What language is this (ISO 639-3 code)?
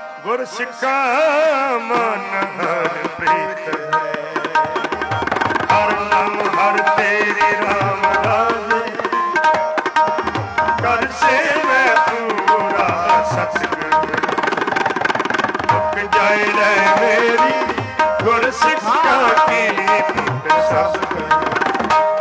pan